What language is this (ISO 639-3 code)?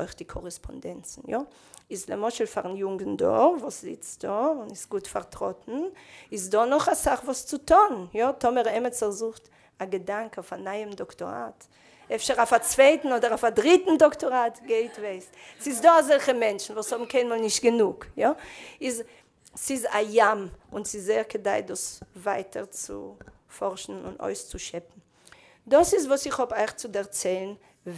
yid